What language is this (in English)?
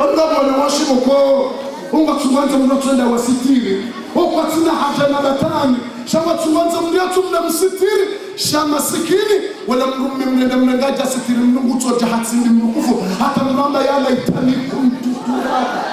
Ngazidja Comorian